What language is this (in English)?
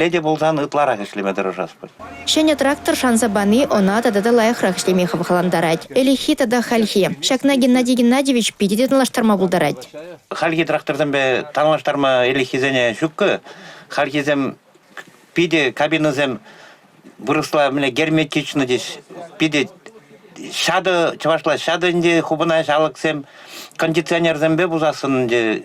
Chuvash